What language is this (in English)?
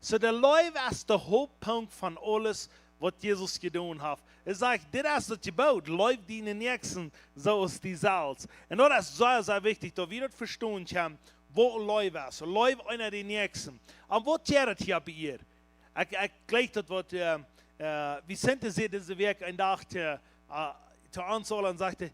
Plautdietsch